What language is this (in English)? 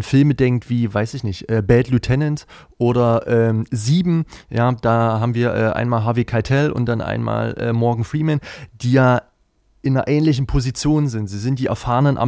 German